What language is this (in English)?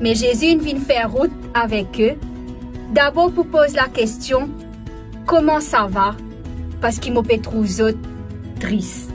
Morisyen